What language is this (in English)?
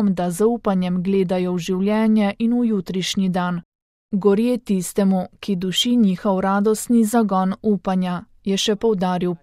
Slovenian